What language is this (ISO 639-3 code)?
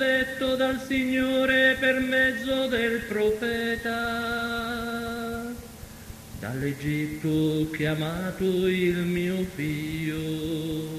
ita